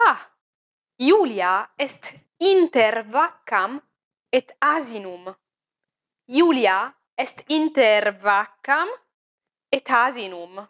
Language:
Latin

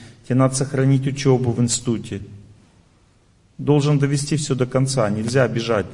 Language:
Russian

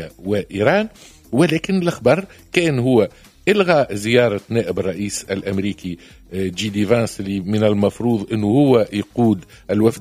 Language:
Tunisian Arabic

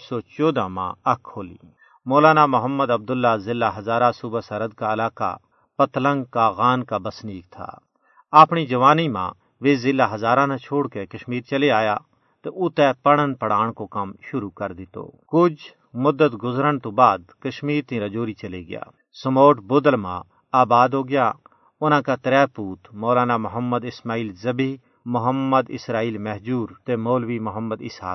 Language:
Gujari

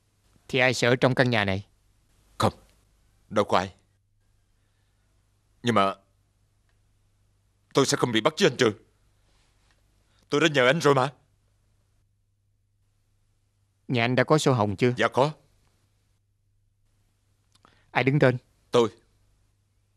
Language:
Vietnamese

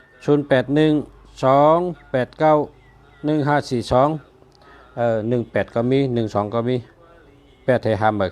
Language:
Shan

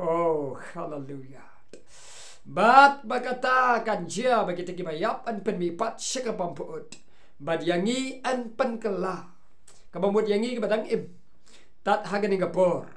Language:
Khasi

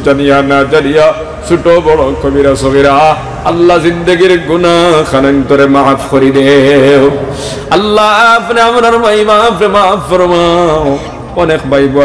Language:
Sylheti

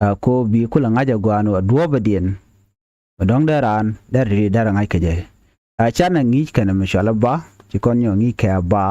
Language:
Nuer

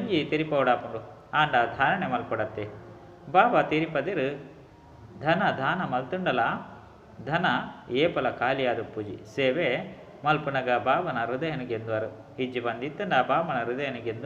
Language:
Tulu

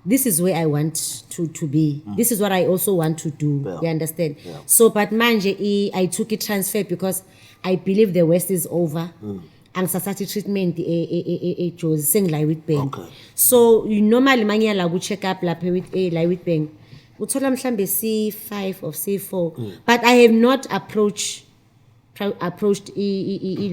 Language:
Zulu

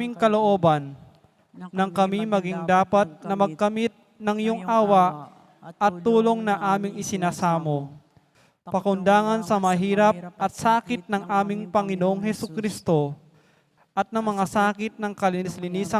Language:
Pampanga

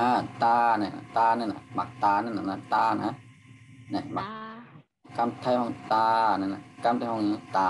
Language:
Shan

